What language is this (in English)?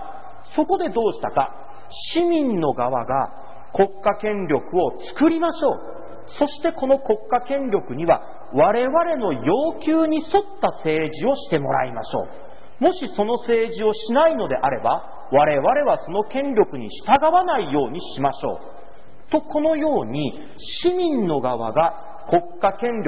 Japanese